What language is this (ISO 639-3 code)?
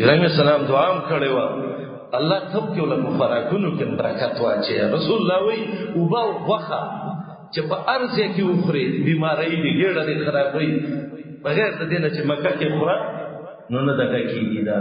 pus